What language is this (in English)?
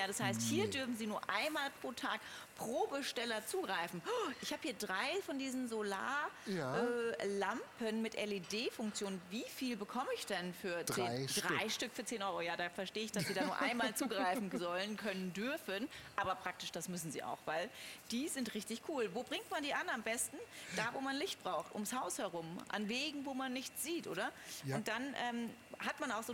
German